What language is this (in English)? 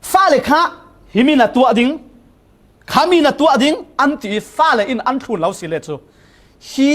Falam Chin